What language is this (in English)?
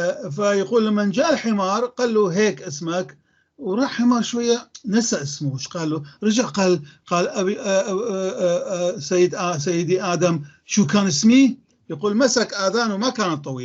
North Levantine Arabic